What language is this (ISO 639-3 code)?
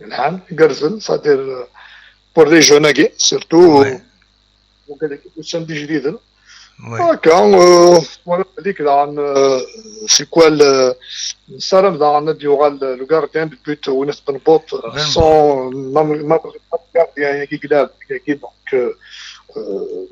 kab